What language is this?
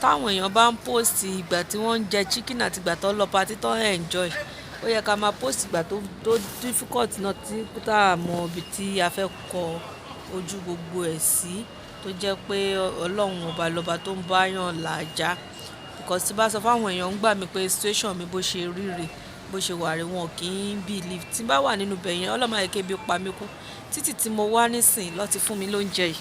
Yoruba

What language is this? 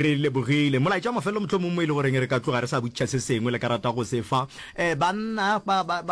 Northern Sotho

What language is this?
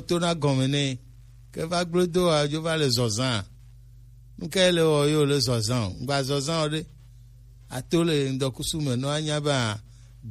Gen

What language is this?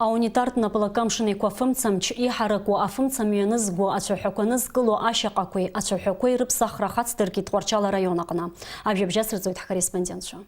Abkhazian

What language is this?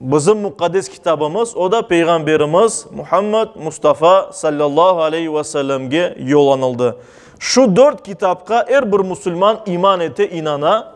Crimean Tatar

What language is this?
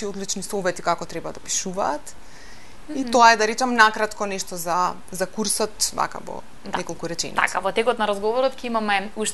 Macedonian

